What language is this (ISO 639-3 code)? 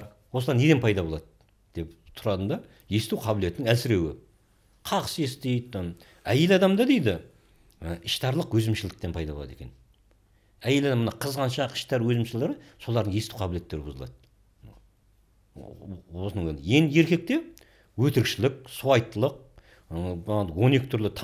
kaz